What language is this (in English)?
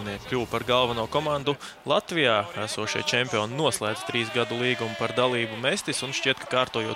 Latvian